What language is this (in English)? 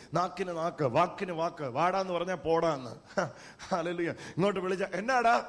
Malayalam